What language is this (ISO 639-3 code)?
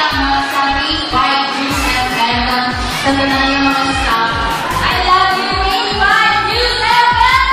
hil